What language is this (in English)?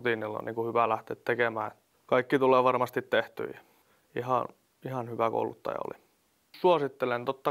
Finnish